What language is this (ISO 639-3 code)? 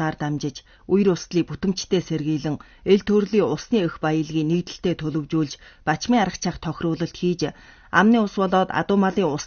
mon